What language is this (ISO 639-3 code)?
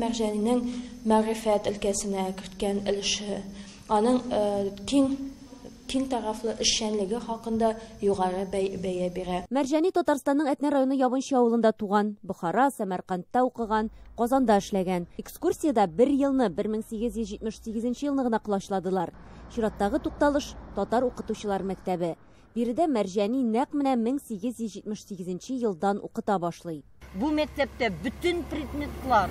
tat